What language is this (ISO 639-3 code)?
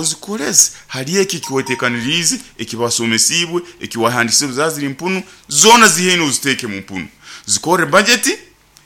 nyo